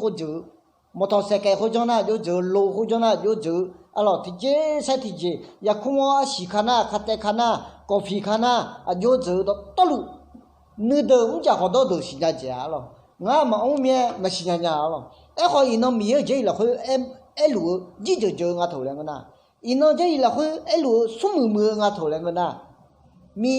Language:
Akha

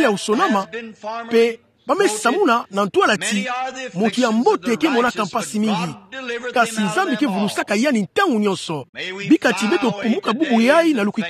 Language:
Kituba (Democratic Republic of Congo)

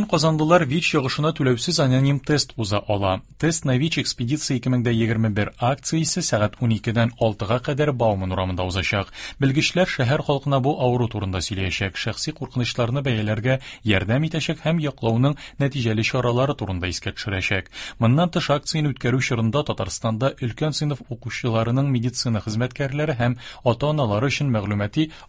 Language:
Tatar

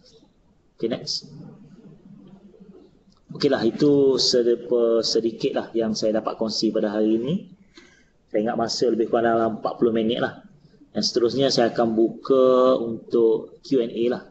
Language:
Malay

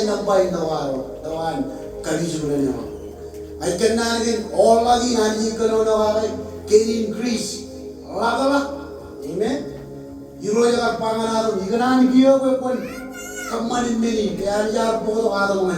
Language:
Marshallese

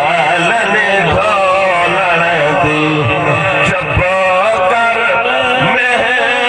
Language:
Saraiki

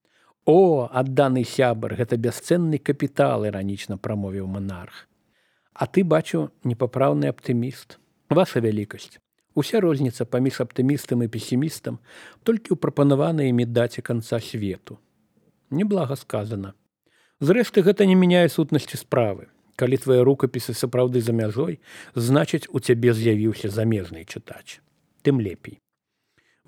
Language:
Belarusian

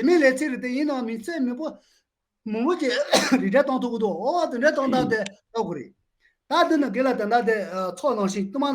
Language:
Tibetan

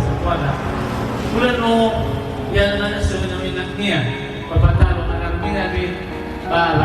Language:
Nias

